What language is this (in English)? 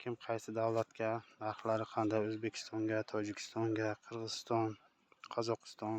Uzbek